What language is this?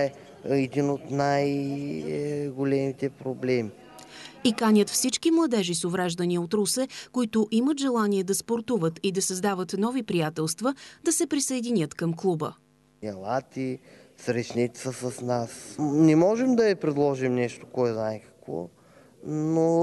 Bulgarian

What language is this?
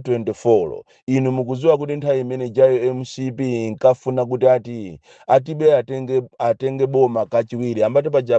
Nyanja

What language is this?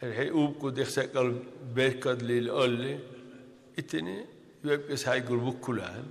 Dargwa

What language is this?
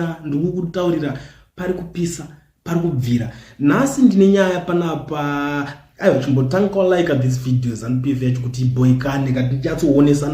Shona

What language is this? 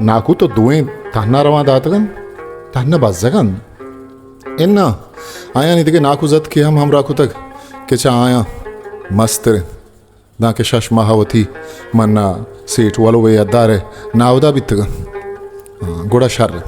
Baluchi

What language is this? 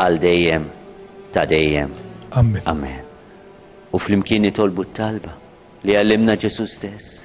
Maltese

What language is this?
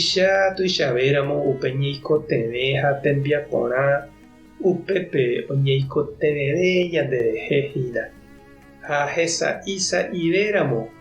Guarani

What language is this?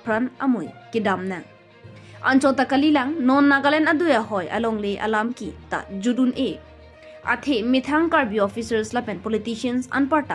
Karbi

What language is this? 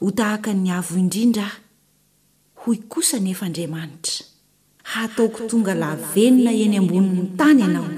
Malagasy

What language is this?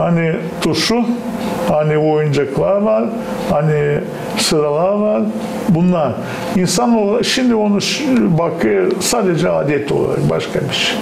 Gagauz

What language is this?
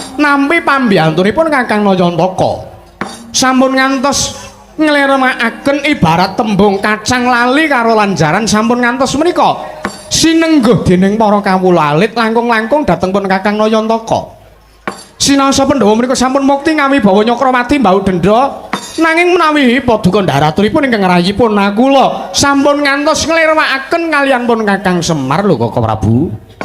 Javanese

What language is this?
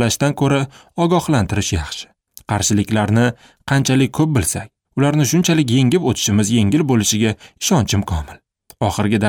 Uzbek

